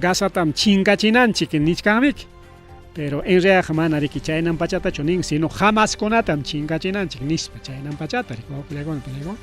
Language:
Ayacucho Quechua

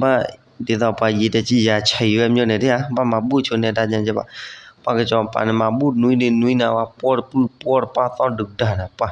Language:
S'gaw Karen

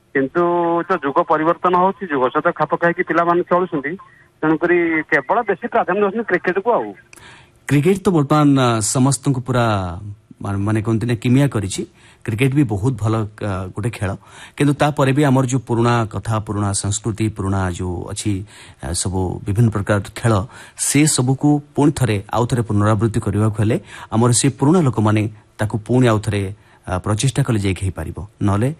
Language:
Odia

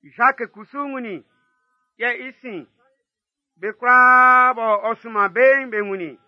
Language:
Baoulé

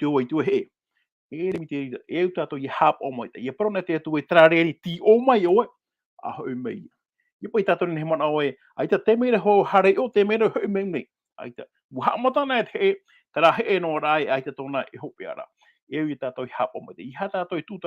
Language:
Tahitian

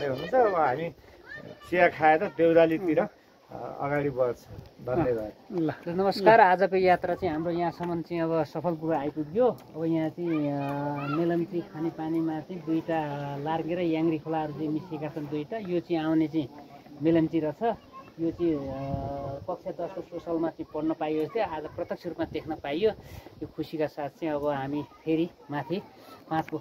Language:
Nepali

